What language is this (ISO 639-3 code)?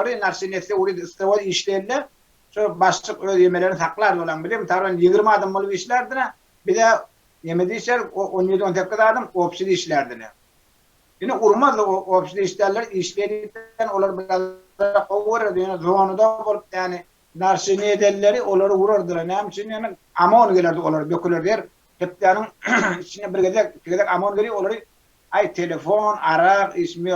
tuk